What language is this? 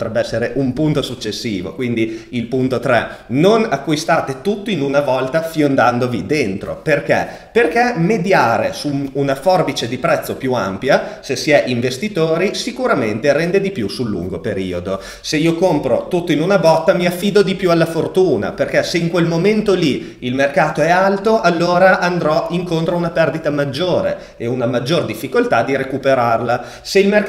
Italian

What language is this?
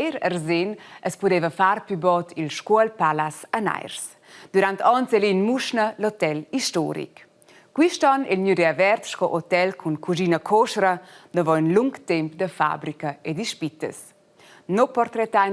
Romansh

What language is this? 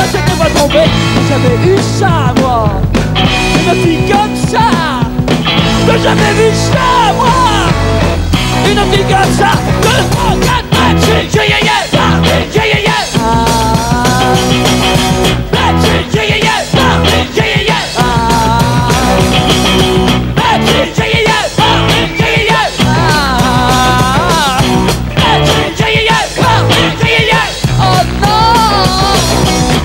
French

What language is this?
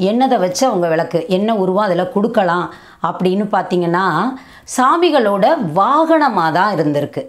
Tamil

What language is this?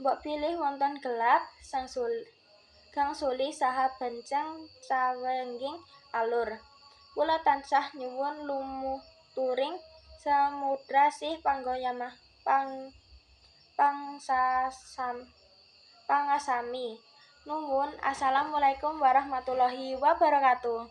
Javanese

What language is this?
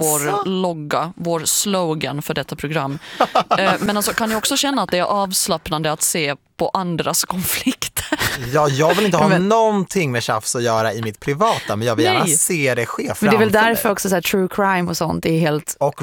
Swedish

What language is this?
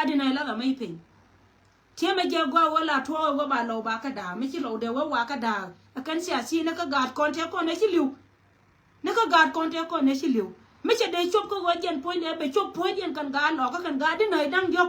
Nuer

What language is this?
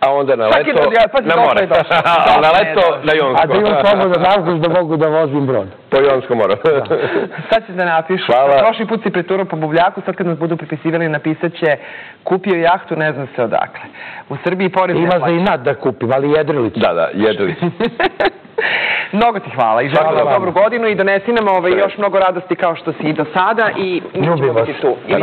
Serbian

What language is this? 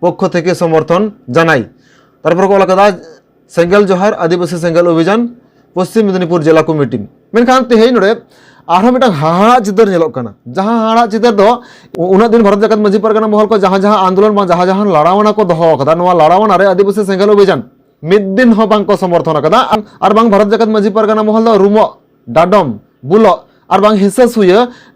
Santali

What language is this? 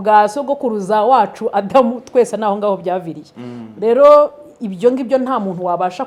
Kinyarwanda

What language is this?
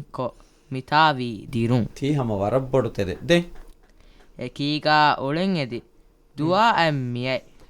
Divehi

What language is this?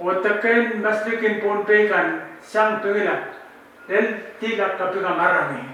Pohnpeian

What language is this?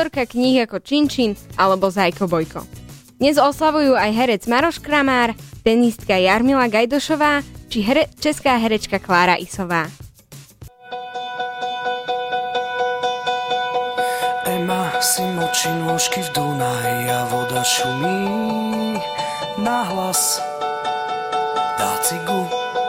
Slovak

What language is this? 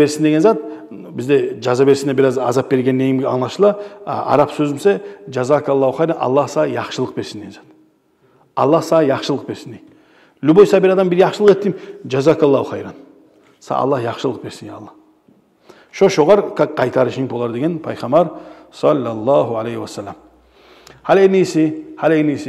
Kumyk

